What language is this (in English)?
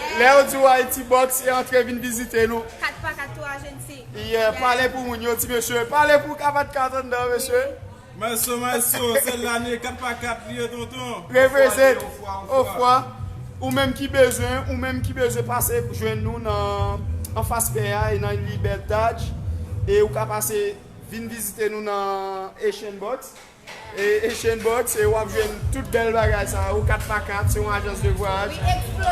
Haitian Creole